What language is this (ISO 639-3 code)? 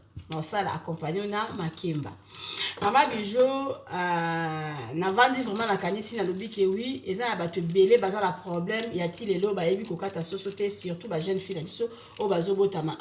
lin